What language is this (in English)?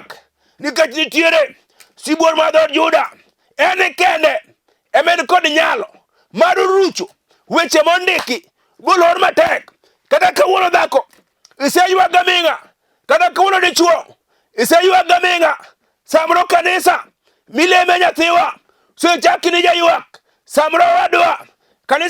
Luo (Kenya and Tanzania)